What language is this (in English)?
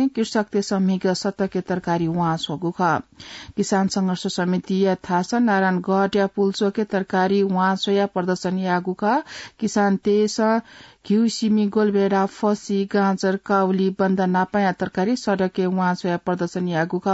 Newari